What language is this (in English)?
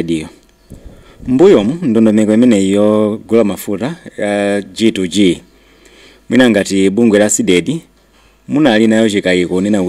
Nyanja